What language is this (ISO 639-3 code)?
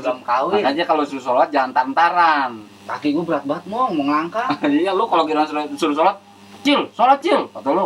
bew